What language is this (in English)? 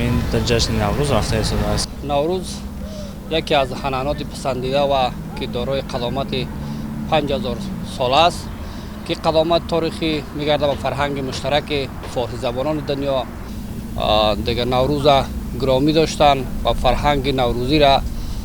Tajik